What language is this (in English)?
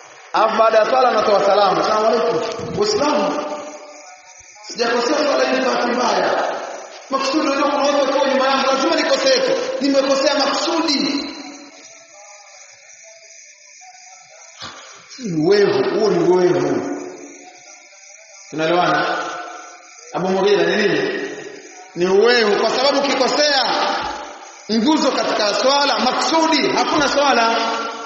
Swahili